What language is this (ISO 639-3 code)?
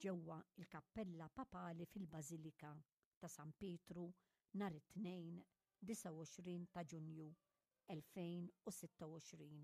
mlt